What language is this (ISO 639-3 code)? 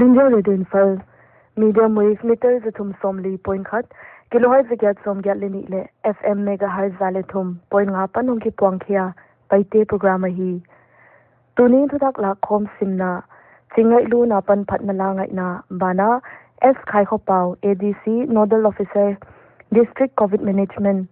pck